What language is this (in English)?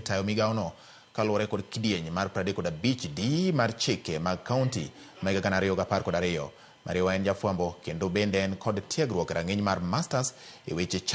Luo (Kenya and Tanzania)